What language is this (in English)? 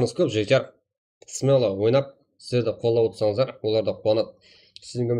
Kara-Kalpak